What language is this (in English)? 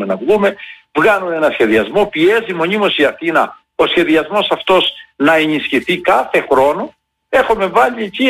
Greek